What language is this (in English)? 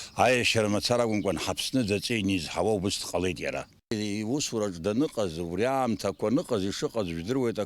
Abkhazian